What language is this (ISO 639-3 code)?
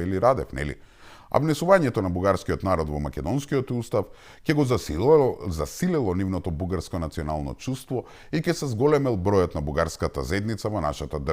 mkd